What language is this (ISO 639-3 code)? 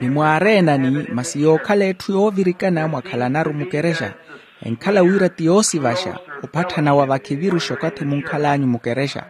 vmw